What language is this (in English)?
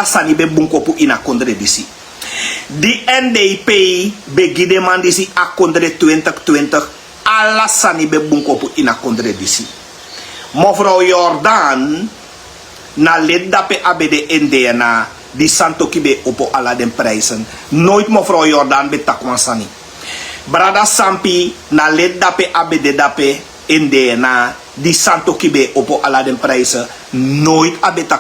Sranan Tongo